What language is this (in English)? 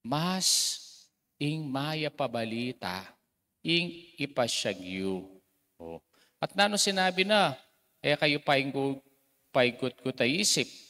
Pampanga